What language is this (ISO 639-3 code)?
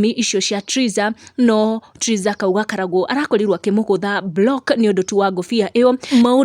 kik